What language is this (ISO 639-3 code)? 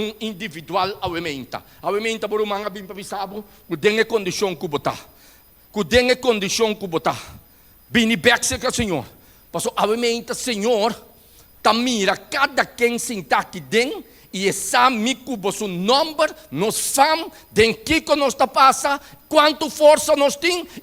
pap